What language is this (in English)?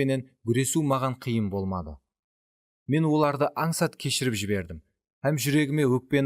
Kara-Kalpak